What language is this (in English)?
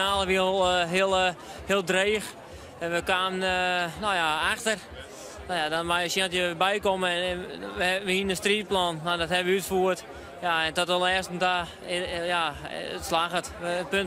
Western Frisian